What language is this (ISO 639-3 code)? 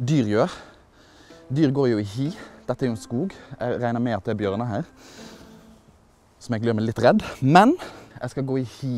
nor